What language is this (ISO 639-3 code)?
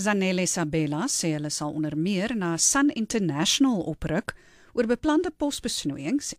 afr